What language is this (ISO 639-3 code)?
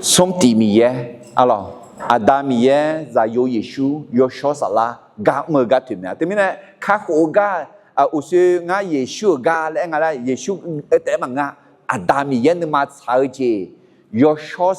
ahk